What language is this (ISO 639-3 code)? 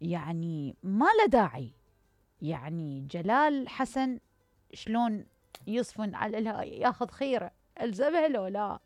acm